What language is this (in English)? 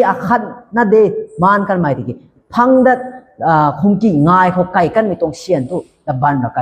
Rongmei Naga